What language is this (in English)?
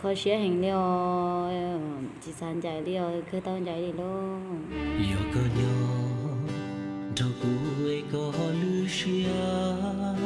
Hmong